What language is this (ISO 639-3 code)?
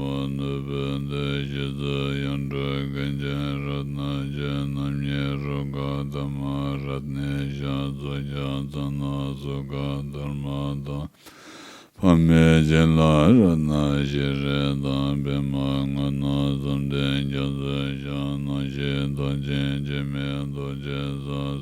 bod